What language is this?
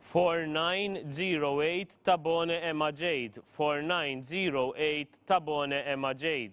English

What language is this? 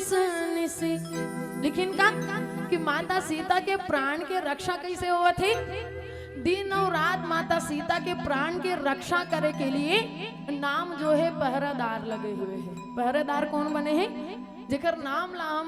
Chhattisgarhi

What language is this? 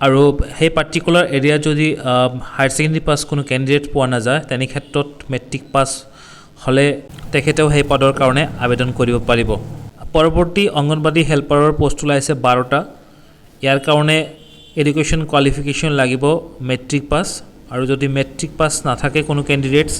Assamese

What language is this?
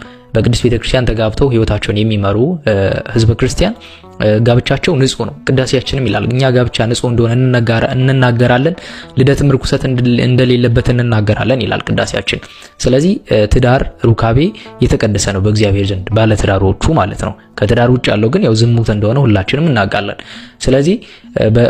Amharic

